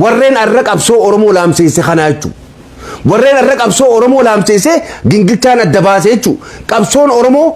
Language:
Oromo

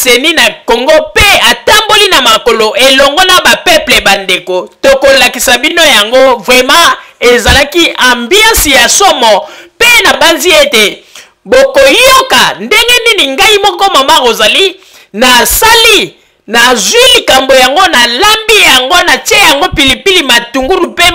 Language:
Lingala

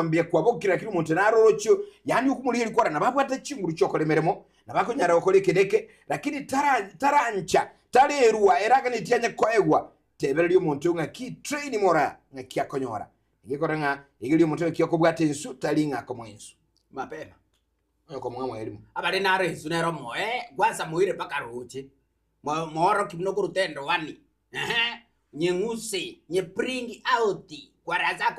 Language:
Gusii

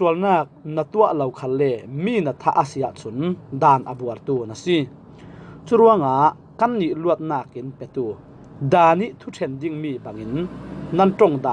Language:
Falam Chin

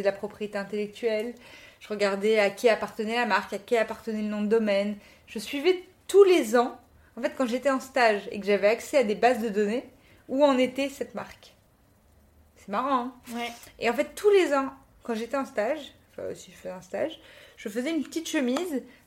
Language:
French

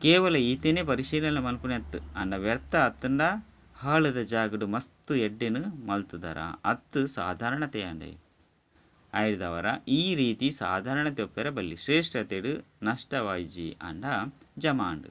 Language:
Tulu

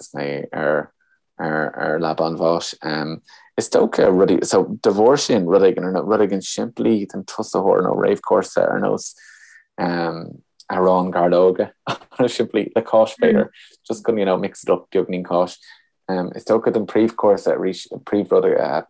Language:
Irish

